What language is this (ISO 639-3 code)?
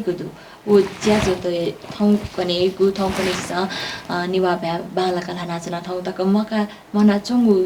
new